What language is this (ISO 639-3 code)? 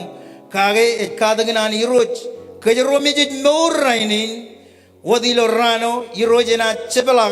mah